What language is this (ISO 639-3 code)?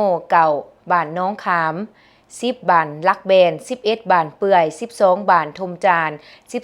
lao